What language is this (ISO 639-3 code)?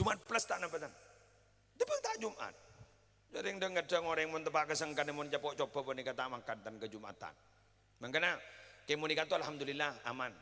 mad